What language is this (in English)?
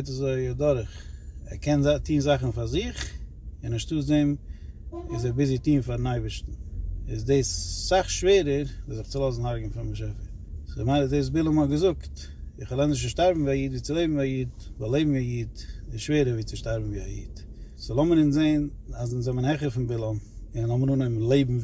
Yiddish